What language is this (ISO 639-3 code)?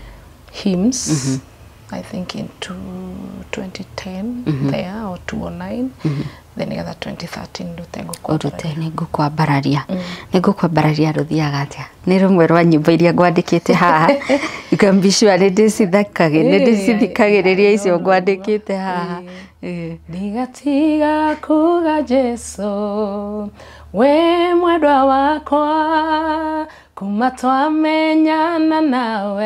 kik